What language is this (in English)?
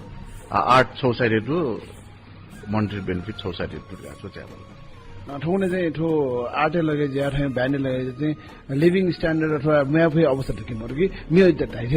Newari